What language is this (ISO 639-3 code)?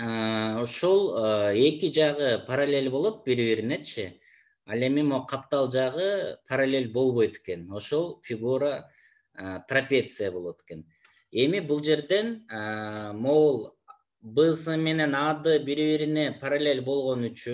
kir